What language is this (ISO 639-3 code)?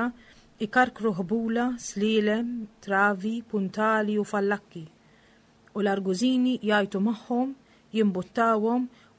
mlt